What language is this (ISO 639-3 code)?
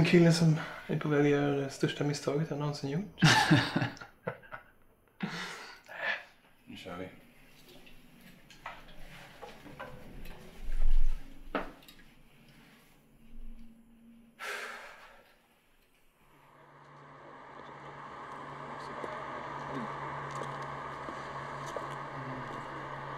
swe